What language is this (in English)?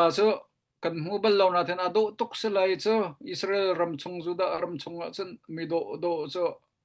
Hakha Chin